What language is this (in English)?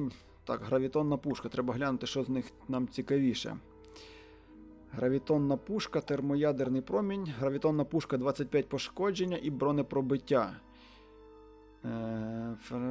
Ukrainian